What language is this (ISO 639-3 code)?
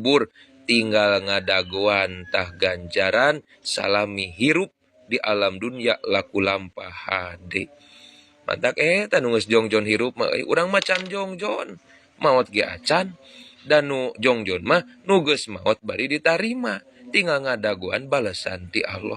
sun